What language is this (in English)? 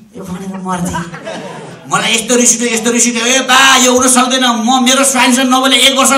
Nepali